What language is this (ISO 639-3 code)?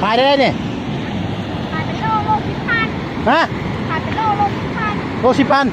lao